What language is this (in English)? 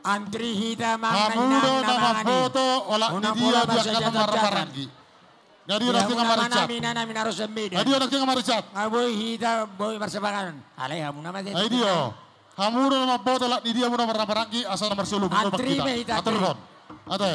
Batak Toba